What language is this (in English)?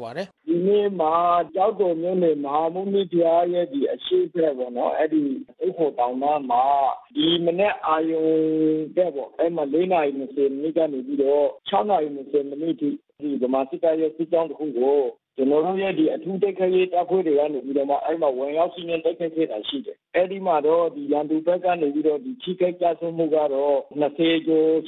Burmese